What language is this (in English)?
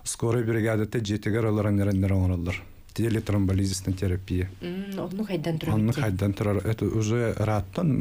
Yakut